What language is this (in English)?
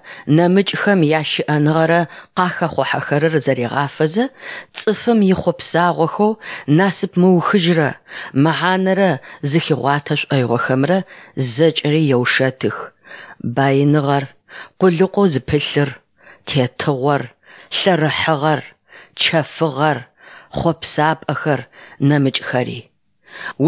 Adyghe